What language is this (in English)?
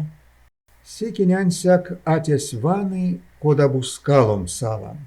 Erzya